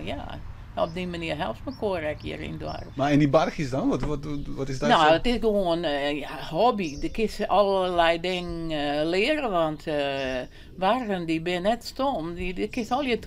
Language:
Western Frisian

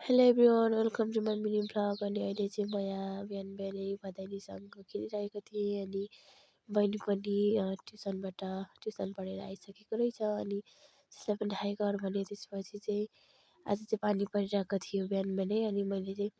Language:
Nepali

